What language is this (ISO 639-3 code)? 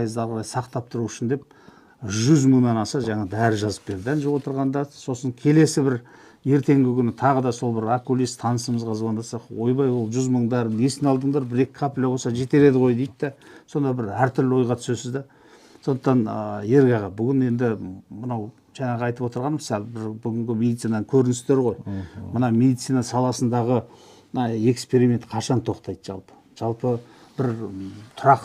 kaz